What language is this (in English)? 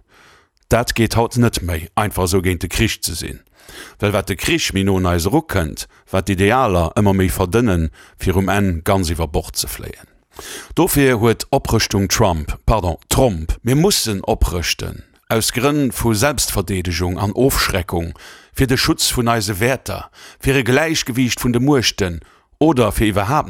Luxembourgish